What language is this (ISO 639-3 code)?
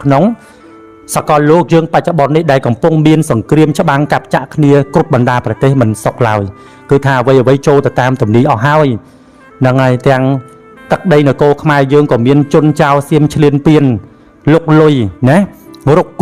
khm